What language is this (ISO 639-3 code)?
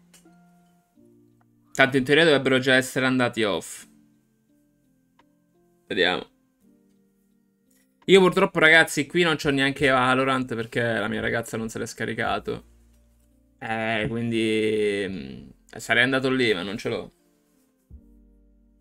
ita